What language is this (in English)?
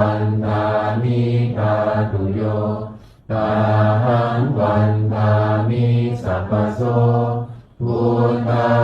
Pali